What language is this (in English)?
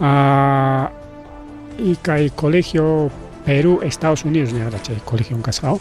Ayacucho Quechua